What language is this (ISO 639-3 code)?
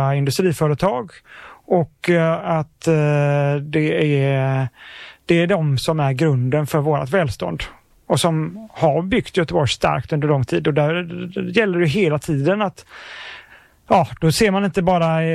swe